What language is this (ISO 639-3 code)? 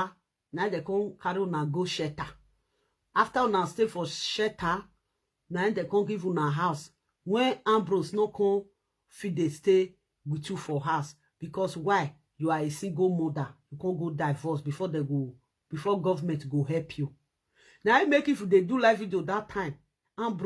pcm